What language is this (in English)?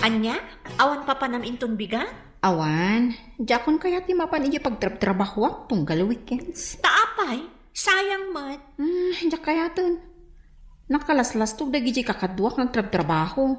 Iloko